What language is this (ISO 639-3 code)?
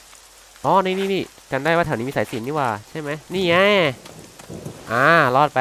tha